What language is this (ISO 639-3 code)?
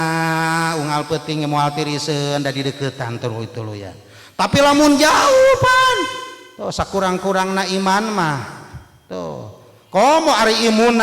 sun